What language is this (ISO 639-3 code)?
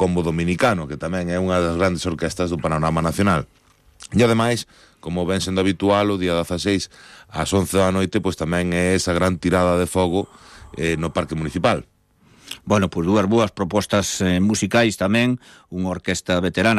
glg